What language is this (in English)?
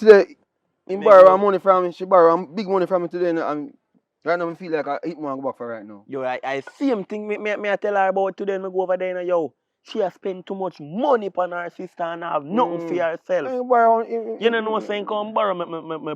Jamaican Creole English